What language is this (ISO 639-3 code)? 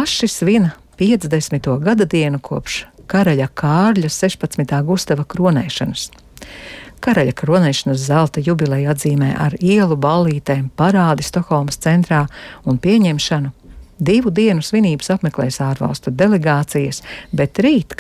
lav